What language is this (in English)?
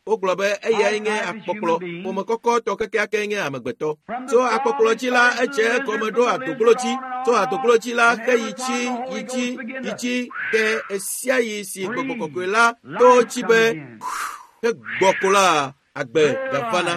Ewe